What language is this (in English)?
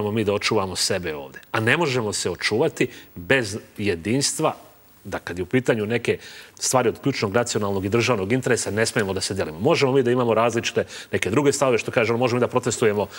Serbian